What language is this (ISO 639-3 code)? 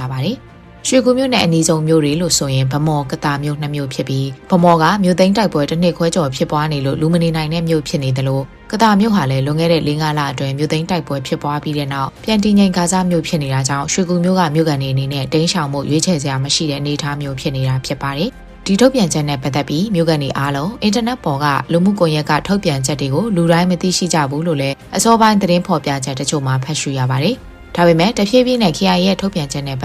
mya